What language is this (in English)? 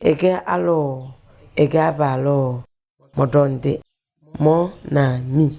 Tem